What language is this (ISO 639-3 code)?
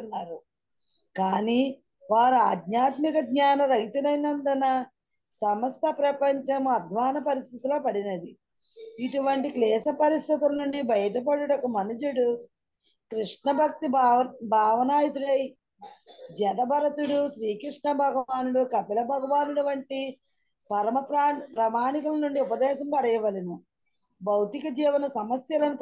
tel